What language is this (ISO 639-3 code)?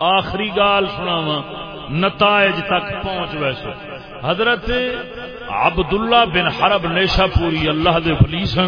skr